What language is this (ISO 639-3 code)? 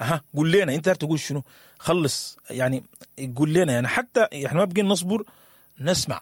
apd